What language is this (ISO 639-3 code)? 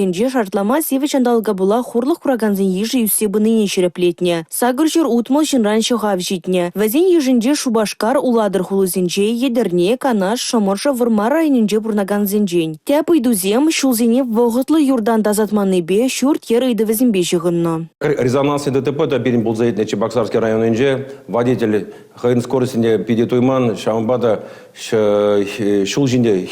chv